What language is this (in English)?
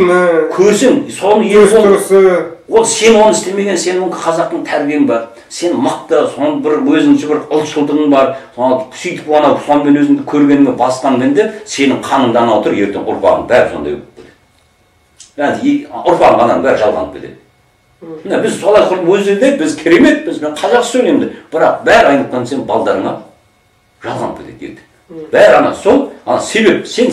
Kazakh